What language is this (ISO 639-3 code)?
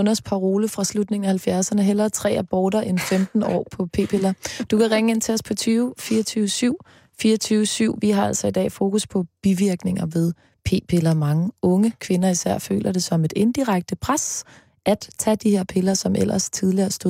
dan